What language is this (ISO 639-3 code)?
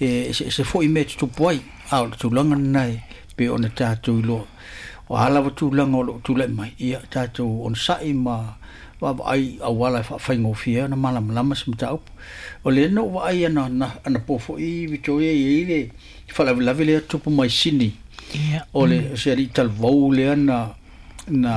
smo